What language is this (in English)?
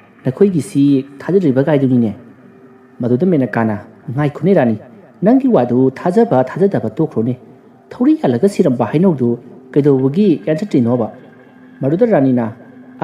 Manipuri